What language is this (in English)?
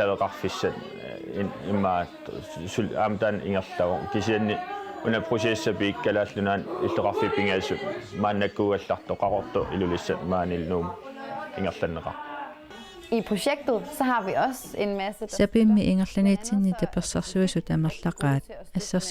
Kalaallisut